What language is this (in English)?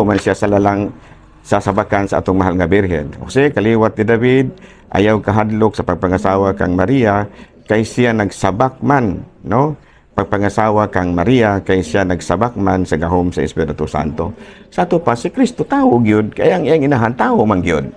Cebuano